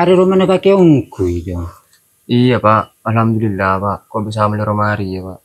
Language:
Madurese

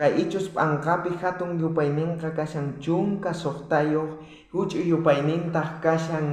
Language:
South Bolivian Quechua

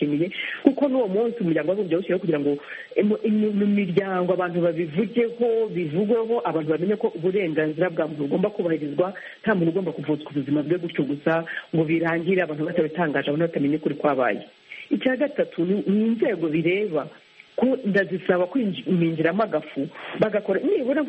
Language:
Kinyarwanda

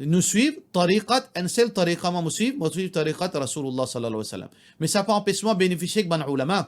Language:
Morisyen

